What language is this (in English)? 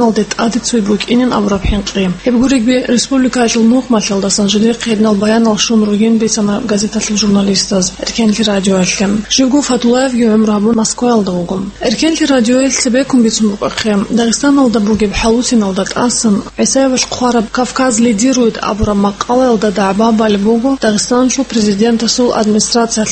Avaric